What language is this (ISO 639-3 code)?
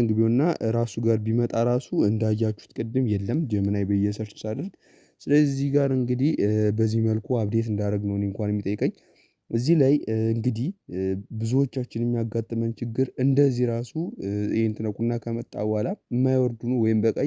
amh